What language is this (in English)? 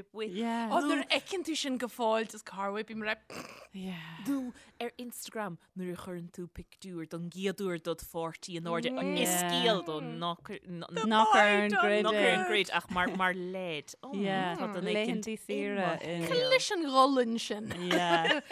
Irish